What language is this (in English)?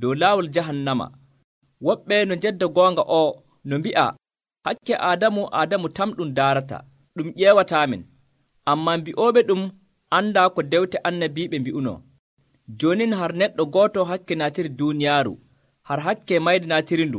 Nigerian Fulfulde